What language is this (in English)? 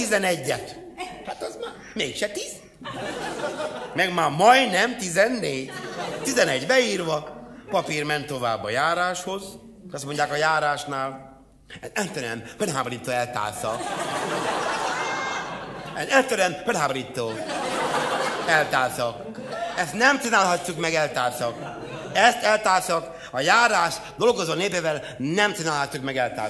Hungarian